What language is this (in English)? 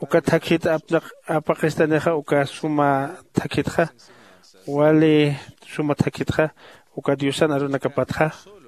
Aymara